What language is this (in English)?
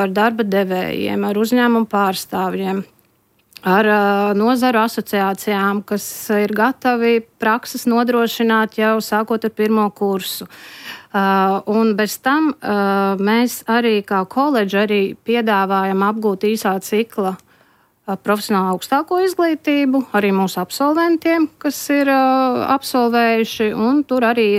Latvian